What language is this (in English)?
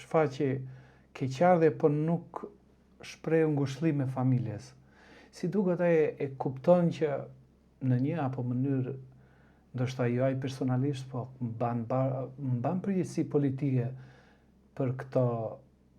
Albanian